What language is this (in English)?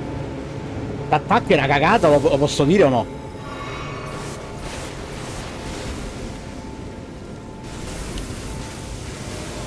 Italian